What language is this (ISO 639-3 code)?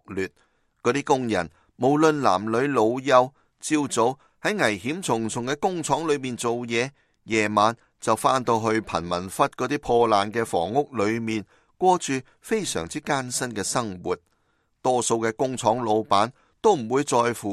yue